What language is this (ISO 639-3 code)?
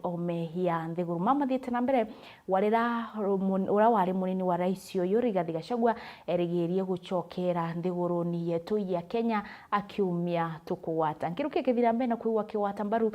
mer